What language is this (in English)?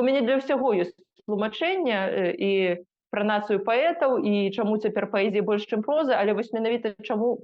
Belarusian